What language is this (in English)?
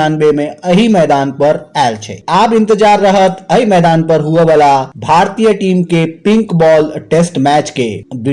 Maithili